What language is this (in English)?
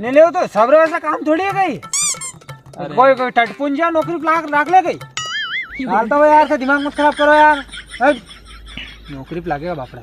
Rajasthani